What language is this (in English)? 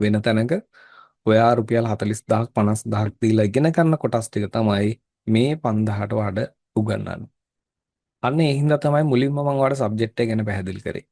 Sinhala